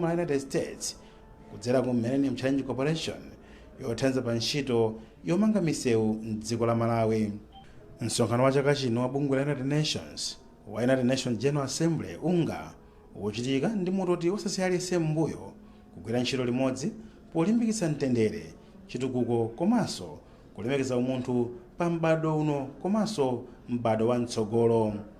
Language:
Nyanja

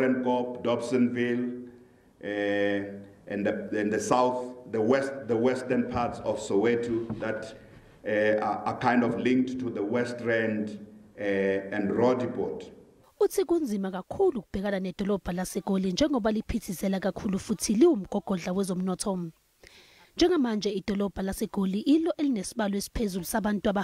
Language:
Zulu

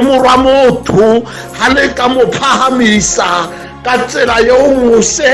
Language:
Southern Sotho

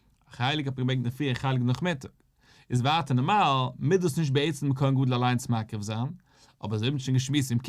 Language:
Yiddish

